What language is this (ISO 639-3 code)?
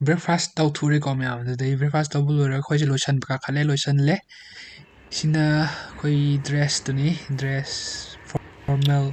mni